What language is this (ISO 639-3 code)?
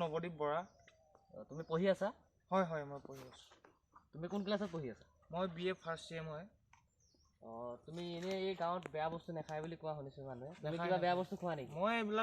asm